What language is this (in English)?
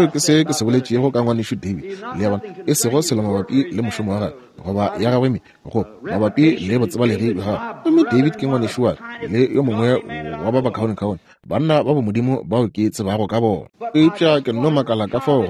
Northern Sotho